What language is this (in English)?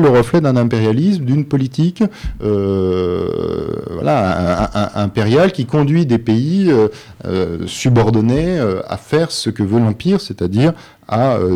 French